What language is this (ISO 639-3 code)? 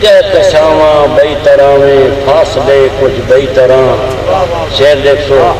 skr